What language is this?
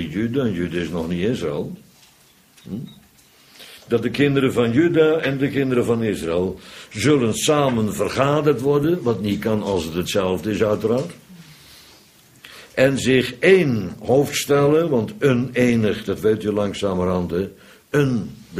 Dutch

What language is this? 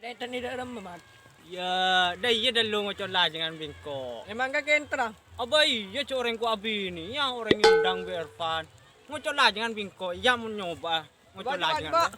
Madurese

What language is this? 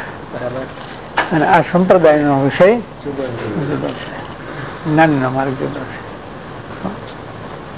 Gujarati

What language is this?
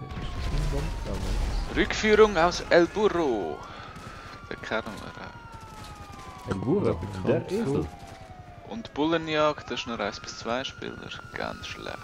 Swiss German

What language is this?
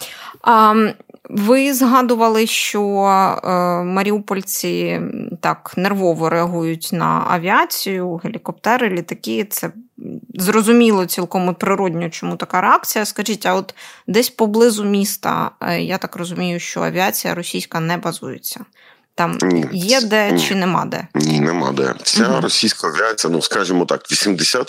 Ukrainian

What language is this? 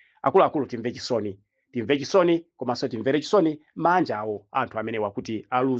Nyanja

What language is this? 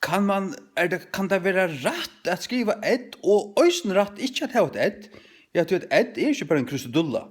Faroese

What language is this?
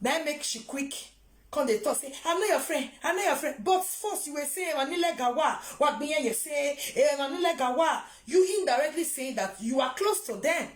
Nigerian Pidgin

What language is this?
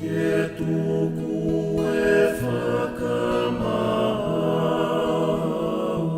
Tongan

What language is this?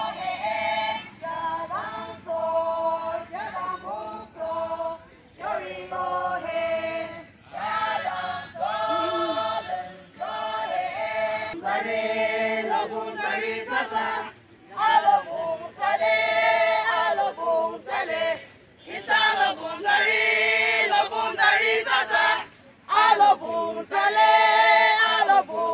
Yimchungru Naga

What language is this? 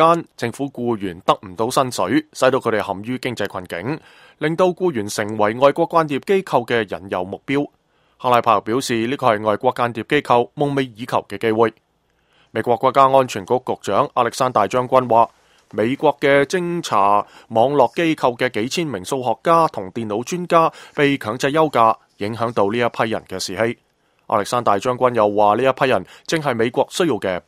Cantonese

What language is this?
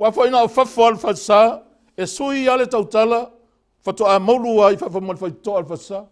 Samoan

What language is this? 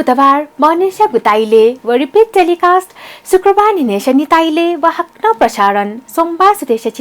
Newari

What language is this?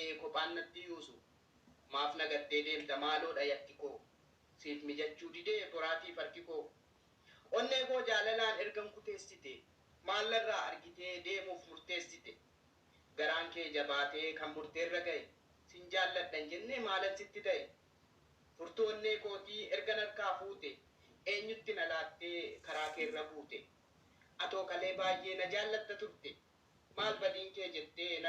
Oromo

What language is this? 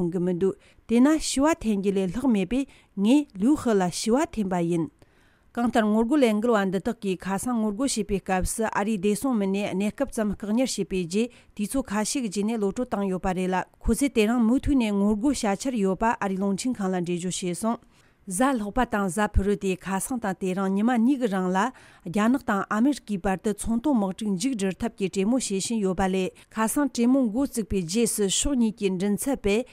Tibetan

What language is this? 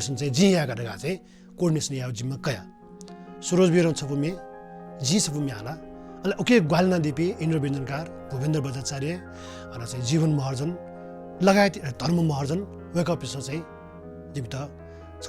Newari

